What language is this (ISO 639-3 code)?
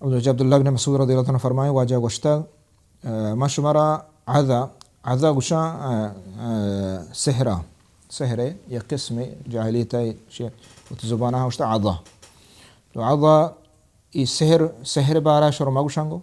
bal